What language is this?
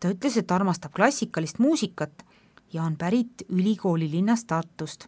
Estonian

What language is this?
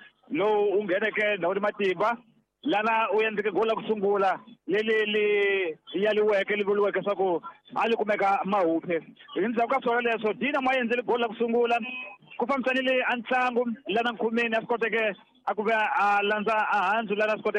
Tsonga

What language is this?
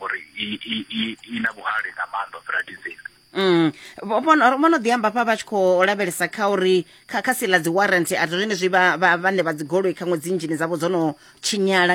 Venda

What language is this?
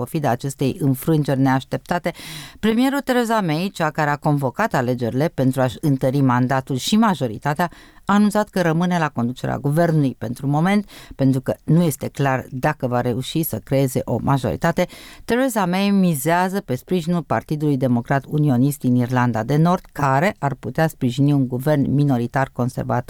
Romanian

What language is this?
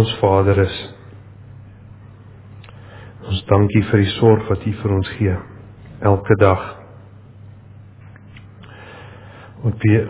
Afrikaans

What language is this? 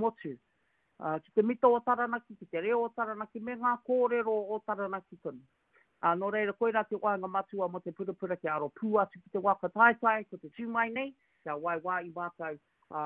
Māori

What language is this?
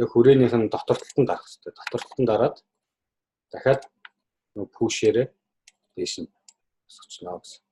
Mongolian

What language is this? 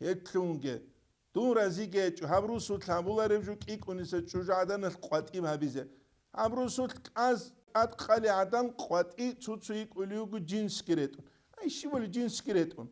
Avaric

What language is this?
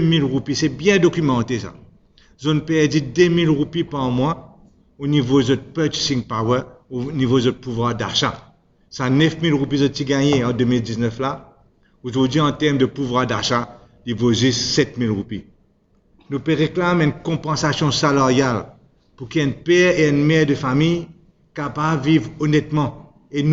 Morisyen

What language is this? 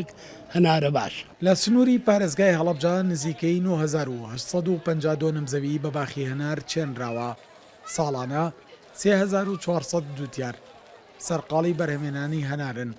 Central Kurdish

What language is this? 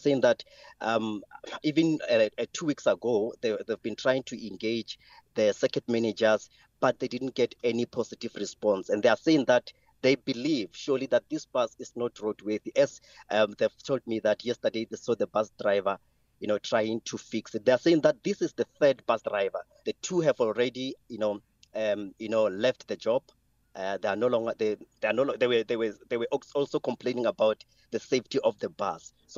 English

